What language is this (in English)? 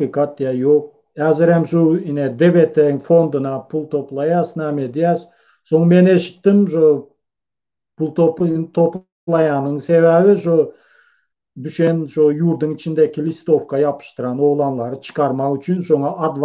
Turkmen